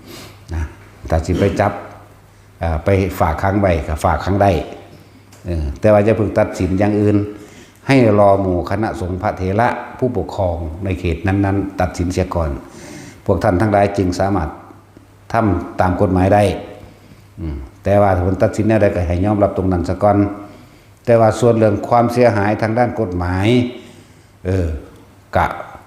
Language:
Northeastern Thai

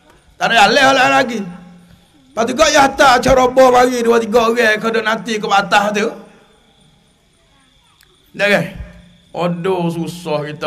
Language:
Malay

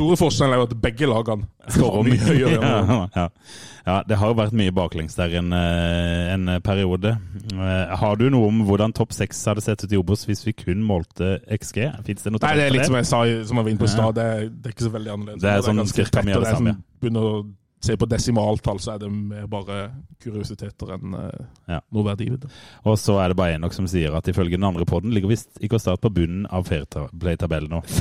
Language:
Norwegian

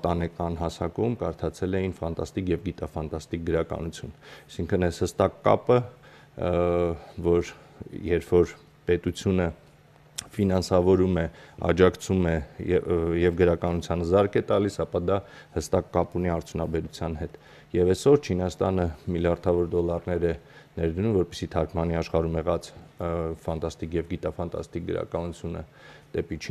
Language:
Armenian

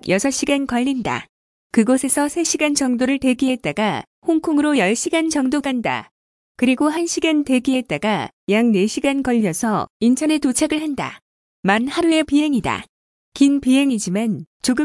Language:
Korean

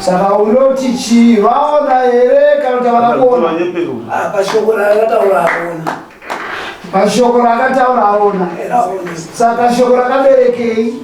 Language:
Shona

